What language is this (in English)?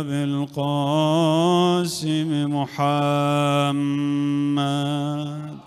Mesopotamian Arabic